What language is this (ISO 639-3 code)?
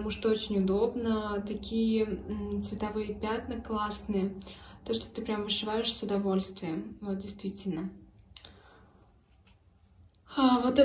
rus